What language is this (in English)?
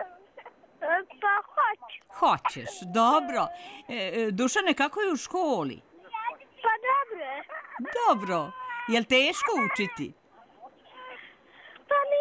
Serbian